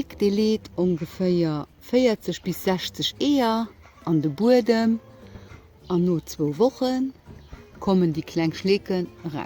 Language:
Luxembourgish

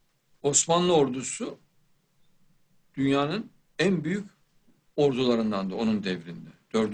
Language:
Turkish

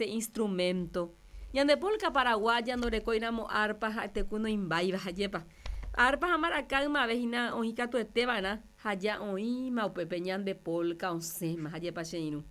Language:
Guarani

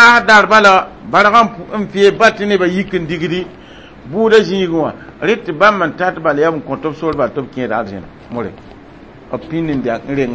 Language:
Mossi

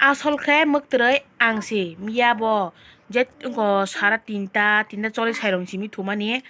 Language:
Kok Borok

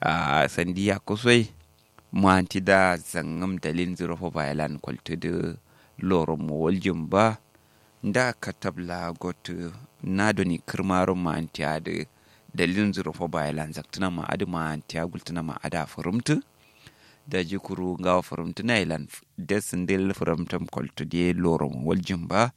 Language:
Kanuri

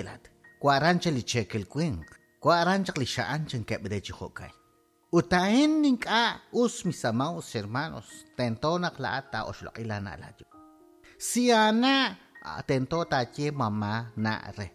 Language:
Kekchí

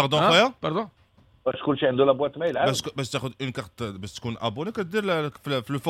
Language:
Moroccan Arabic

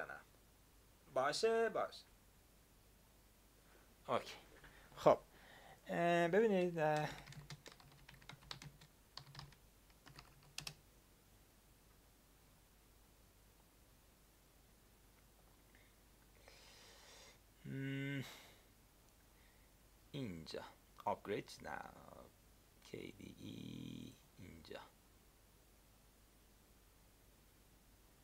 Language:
Persian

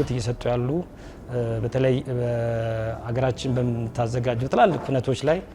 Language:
Amharic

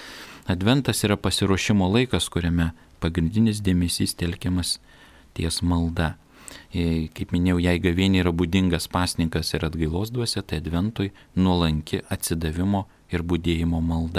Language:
Lithuanian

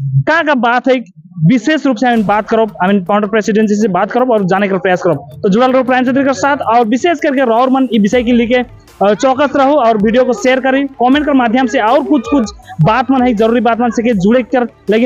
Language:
Sadri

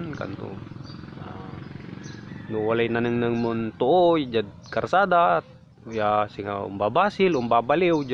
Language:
Pangasinan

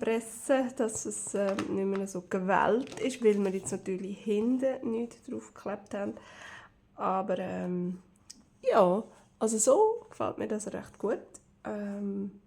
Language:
Swiss German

